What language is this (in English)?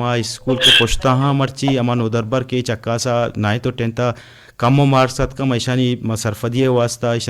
Eastern Balochi